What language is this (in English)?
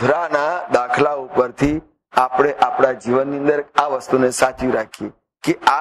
Gujarati